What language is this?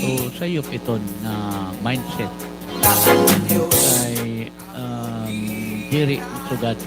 Waray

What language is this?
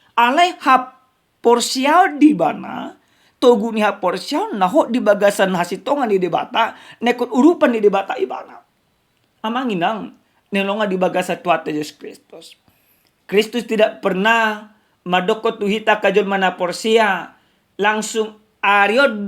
Batak Toba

